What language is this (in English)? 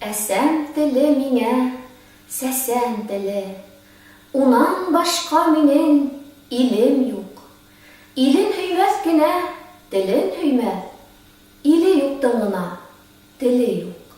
Bashkir